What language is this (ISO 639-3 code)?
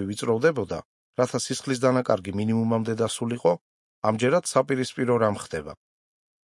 kat